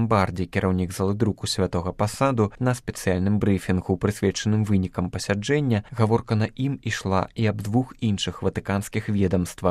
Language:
Belarusian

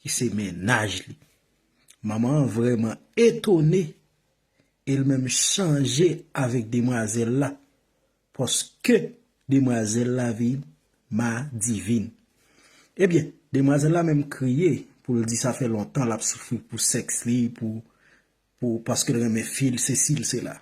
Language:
Haitian Creole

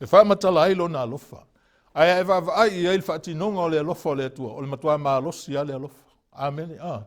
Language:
Samoan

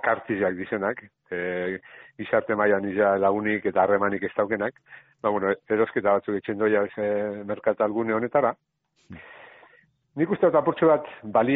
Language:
Basque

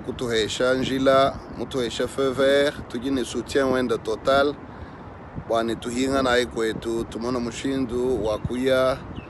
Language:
Luba-Lulua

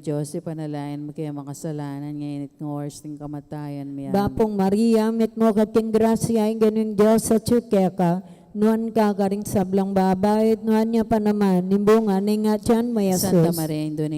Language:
Pampanga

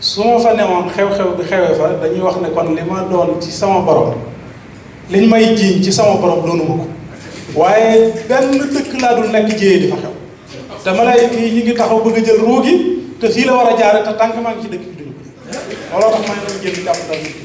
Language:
Wolof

